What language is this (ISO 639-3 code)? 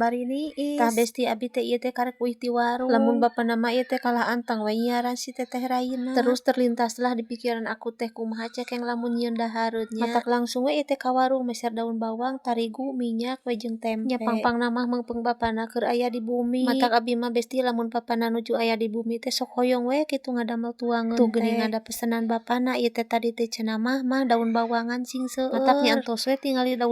sun